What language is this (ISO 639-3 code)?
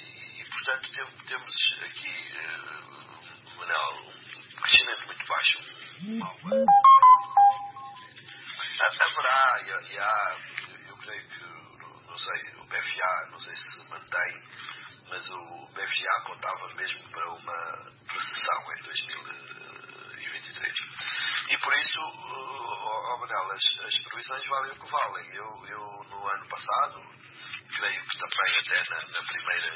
por